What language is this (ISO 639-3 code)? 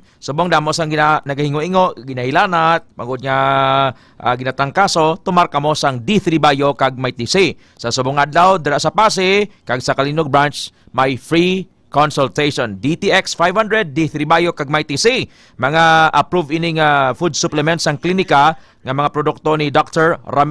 hil